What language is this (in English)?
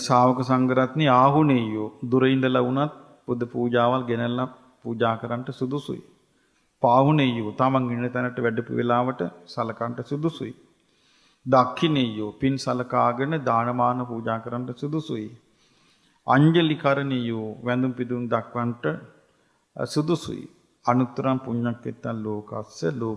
Sinhala